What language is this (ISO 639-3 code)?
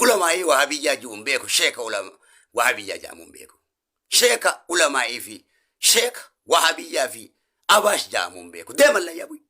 orm